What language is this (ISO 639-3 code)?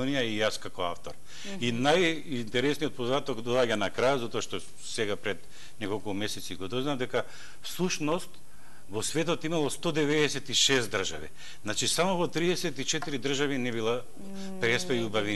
mkd